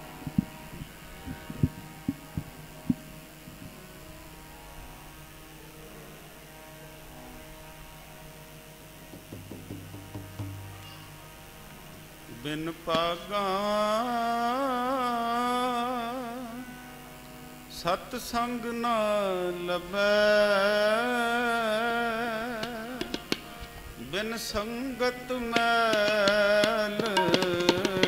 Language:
Punjabi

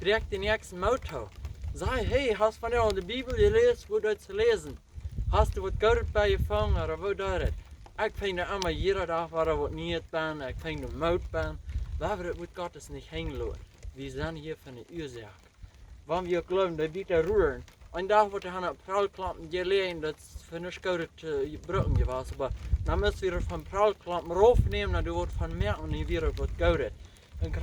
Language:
Plautdietsch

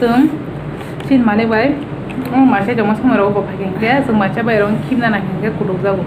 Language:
Kok Borok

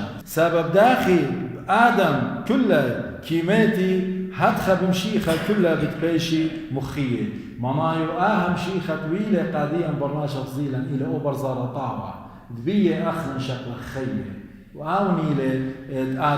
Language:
Assyrian Neo-Aramaic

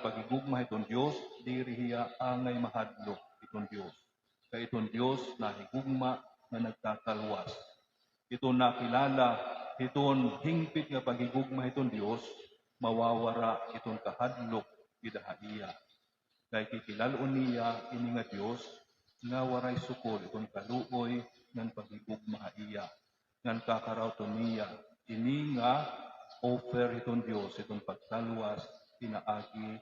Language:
Waray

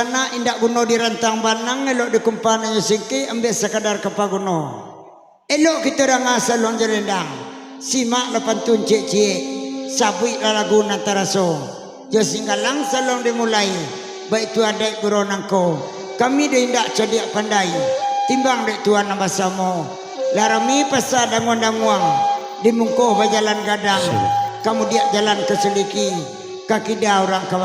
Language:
Minangkabau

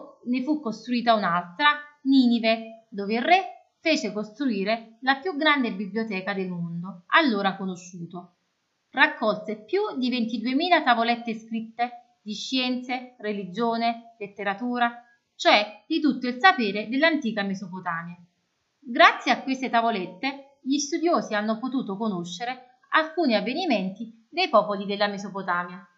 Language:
Italian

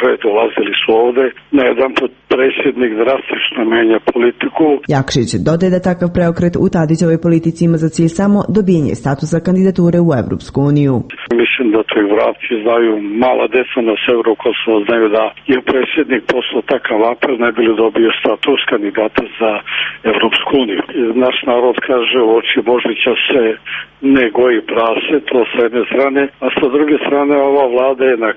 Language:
Serbian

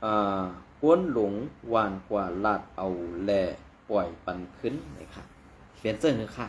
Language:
Shan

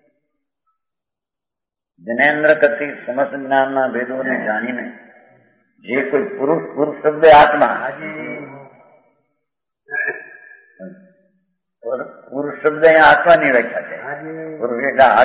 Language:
Gujarati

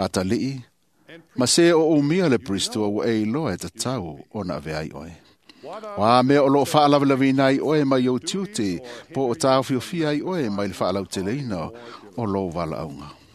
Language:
Samoan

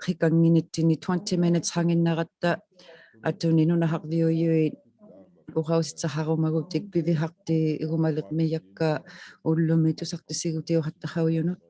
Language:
Inuktitut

